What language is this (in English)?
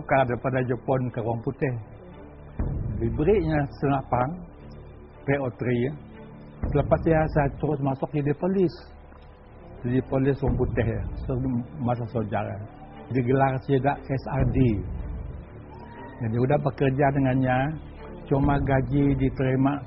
Malay